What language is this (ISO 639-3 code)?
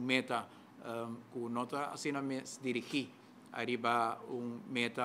pap